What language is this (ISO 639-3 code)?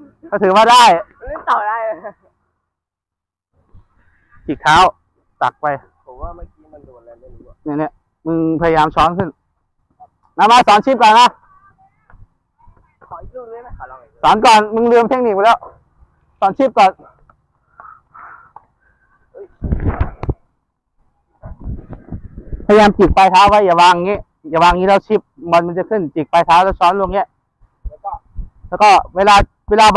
tha